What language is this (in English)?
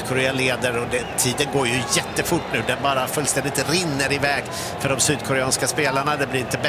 Swedish